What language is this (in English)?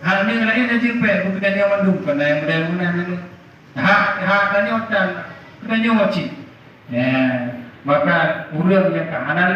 Achinese